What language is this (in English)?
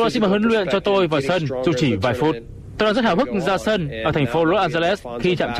Vietnamese